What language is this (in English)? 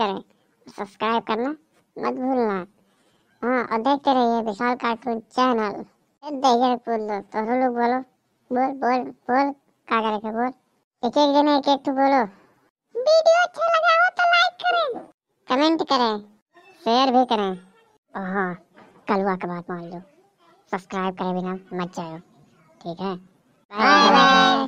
Awadhi